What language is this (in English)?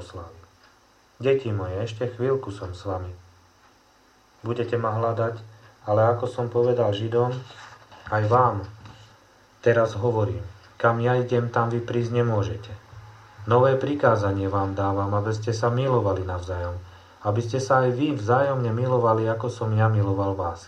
Slovak